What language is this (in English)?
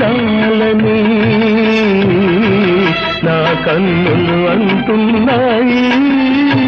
Telugu